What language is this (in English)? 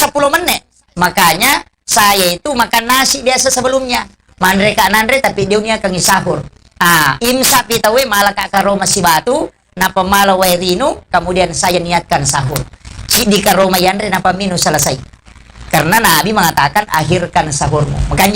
Buginese